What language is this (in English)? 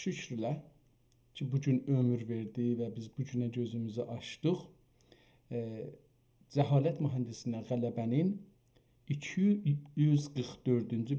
South Azerbaijani